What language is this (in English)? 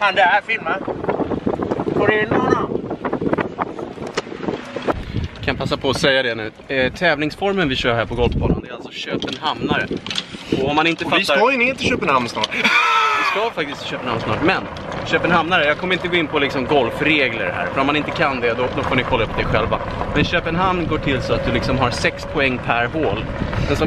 Swedish